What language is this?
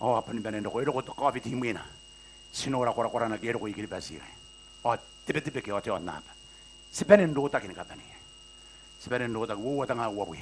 Gilbertese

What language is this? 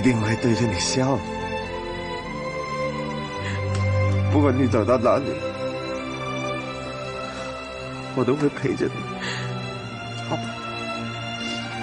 Chinese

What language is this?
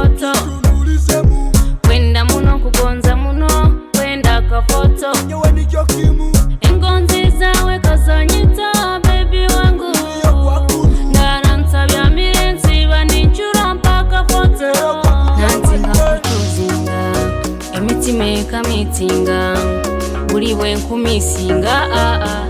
Nyoro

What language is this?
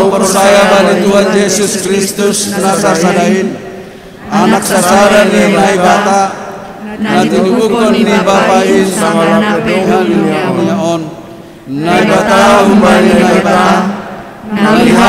Batak Simalungun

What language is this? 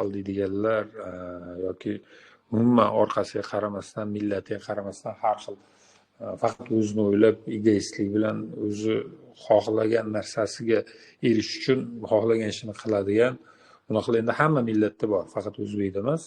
Uzbek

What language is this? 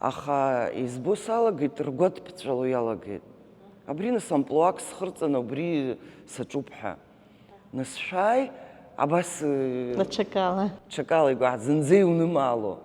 Abkhazian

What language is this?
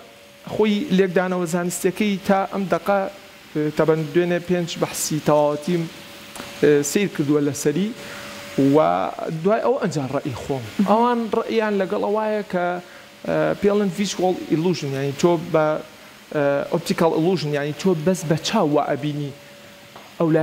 Central Kurdish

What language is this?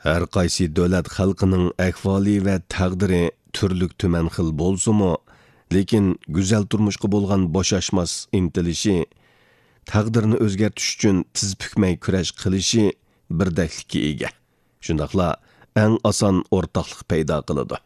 Uyghur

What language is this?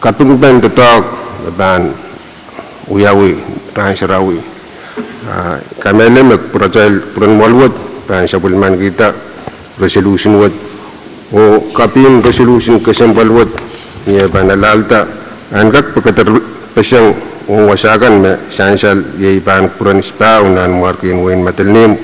Pohnpeian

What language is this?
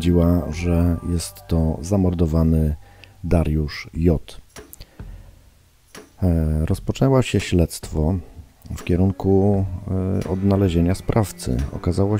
Polish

